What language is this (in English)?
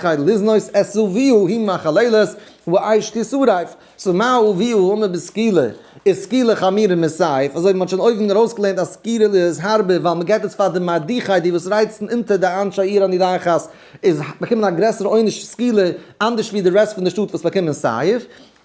Yiddish